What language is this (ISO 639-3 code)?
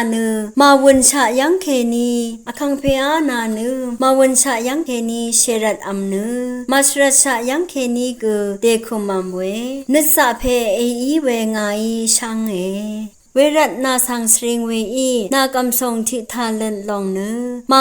raw